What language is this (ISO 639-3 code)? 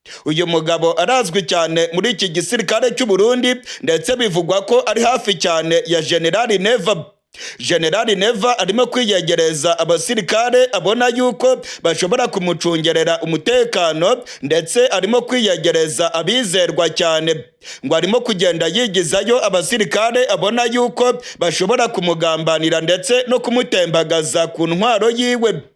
run